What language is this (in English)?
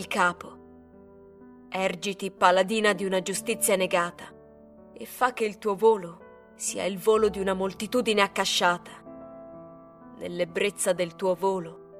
Italian